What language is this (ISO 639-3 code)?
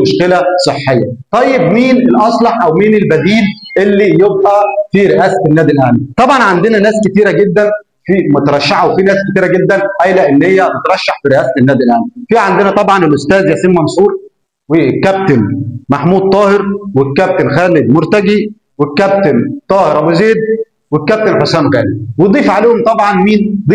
arz